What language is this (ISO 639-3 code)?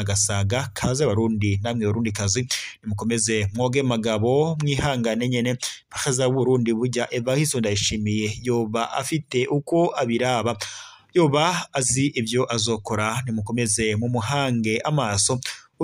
run